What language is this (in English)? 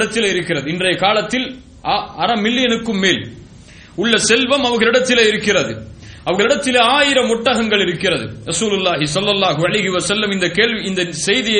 Tamil